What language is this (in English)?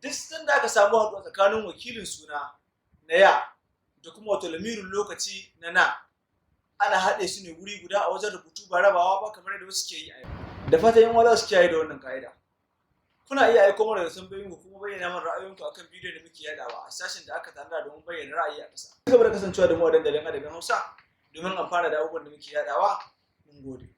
Hausa